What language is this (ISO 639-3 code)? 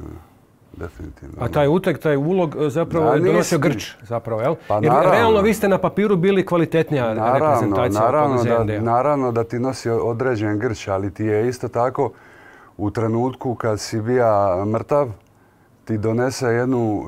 hrv